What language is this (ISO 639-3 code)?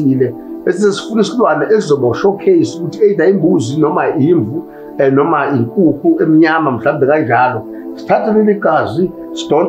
zul